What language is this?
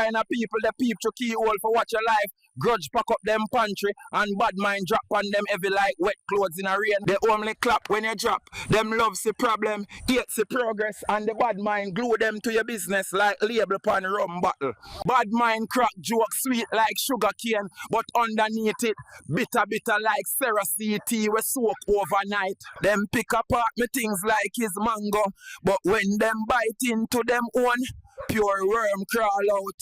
Jamaican Creole English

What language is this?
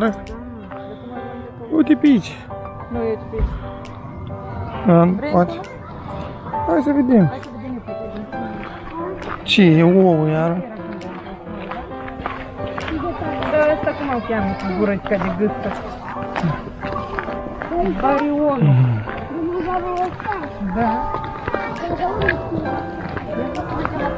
Romanian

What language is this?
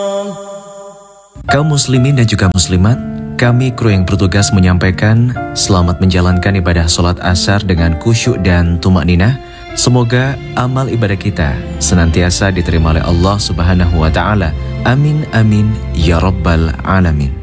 Indonesian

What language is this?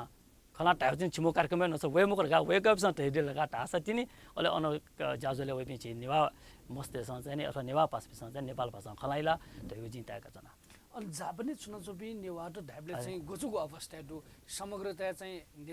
Newari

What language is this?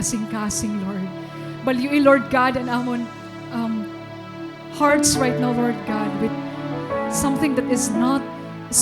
Waray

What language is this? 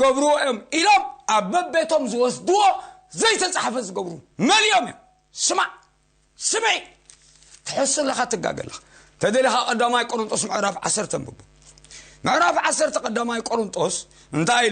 Tigrinya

